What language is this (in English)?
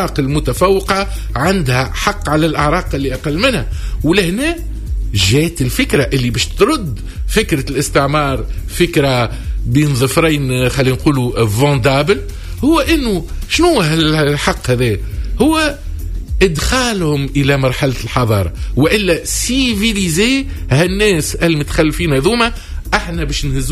Tunisian Arabic